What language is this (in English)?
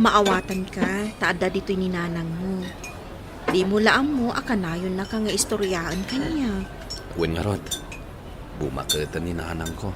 Iloko